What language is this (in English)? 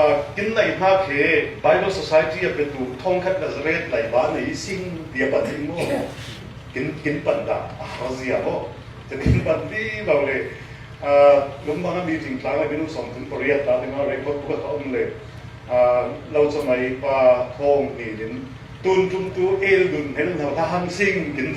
Falam Chin